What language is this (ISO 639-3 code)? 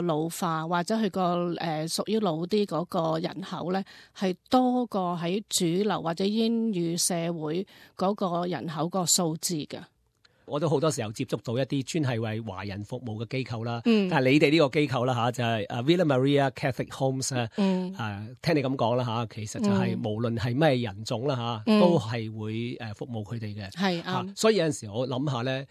yue